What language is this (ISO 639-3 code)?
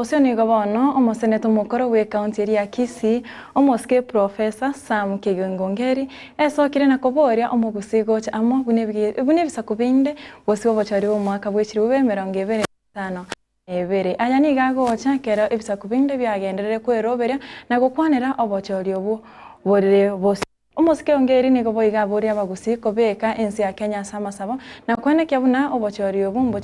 guz